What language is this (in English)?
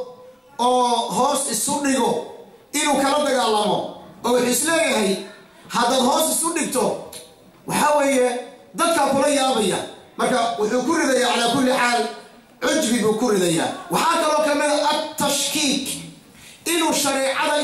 Somali